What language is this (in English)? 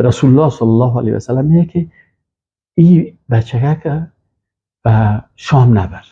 Persian